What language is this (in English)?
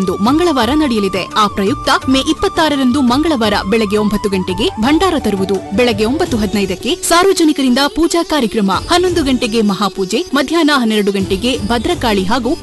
Kannada